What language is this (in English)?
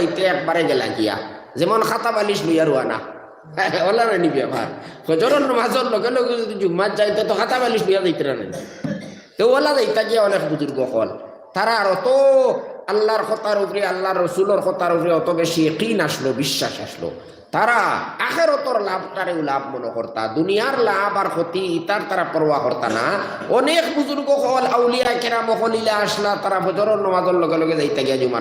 Sylheti